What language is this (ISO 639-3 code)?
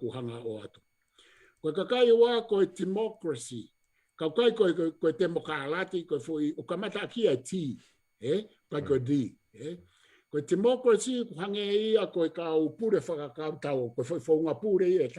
ton